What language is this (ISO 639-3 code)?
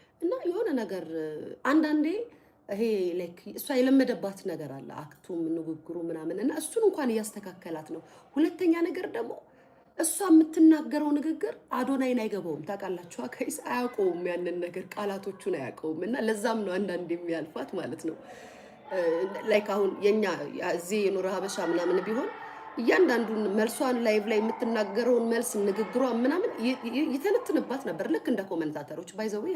amh